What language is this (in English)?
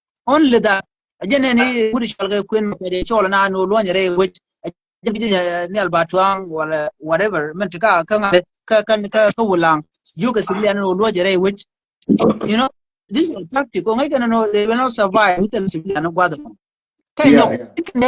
Nuer